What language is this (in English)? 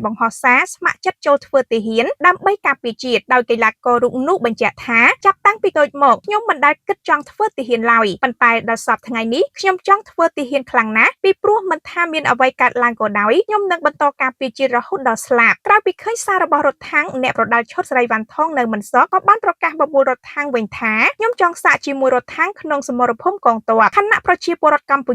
Khmer